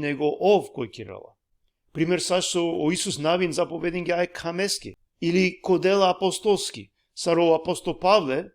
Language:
Balkan Romani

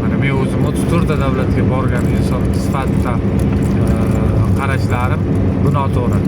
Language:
Uzbek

